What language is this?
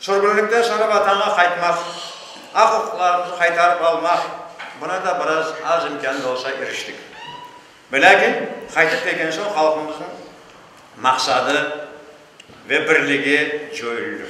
Crimean Tatar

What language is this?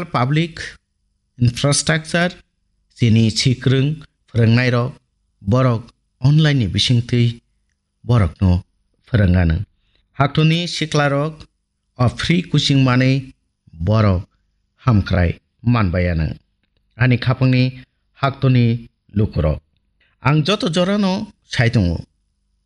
Kok Borok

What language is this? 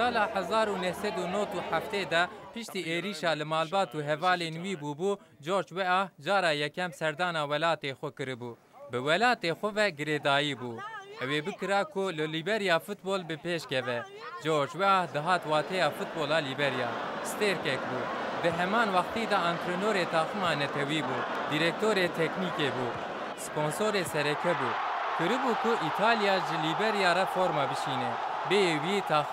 Kurdish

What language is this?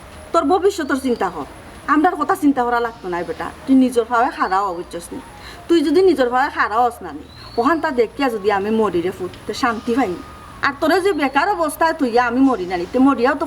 Sylheti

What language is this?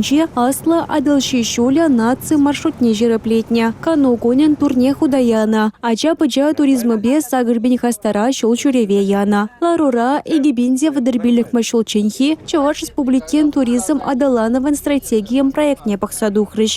Chuvash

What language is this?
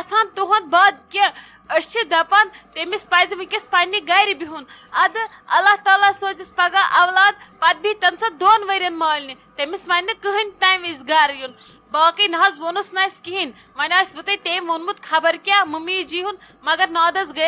Kashmiri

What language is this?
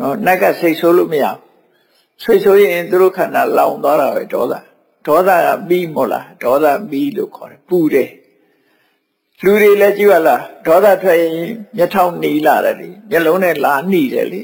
Burmese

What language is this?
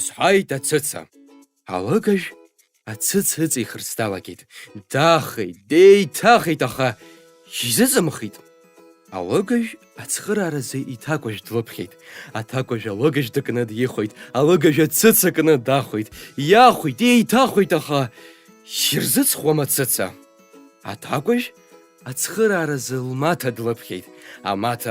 Abkhazian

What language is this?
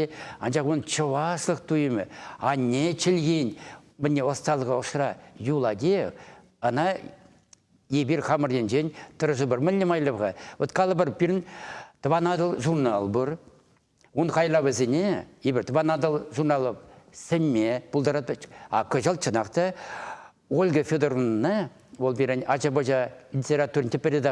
Chuvash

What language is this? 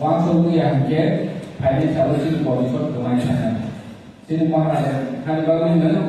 Kok Borok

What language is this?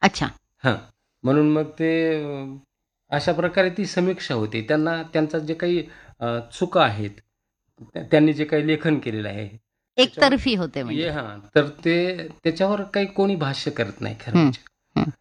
Marathi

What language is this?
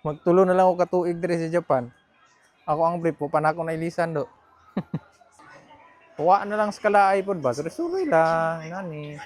Cebuano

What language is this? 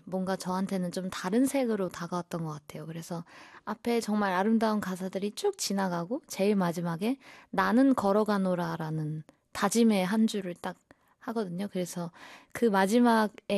Korean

